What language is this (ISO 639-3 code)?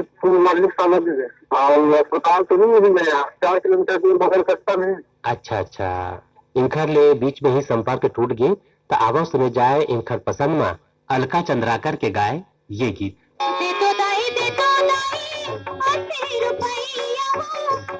hne